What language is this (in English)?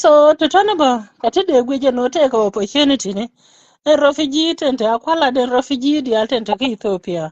Nuer